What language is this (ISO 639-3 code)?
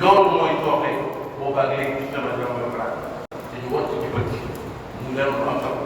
wol